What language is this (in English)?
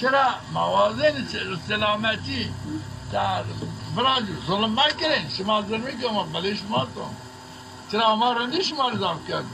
Zaza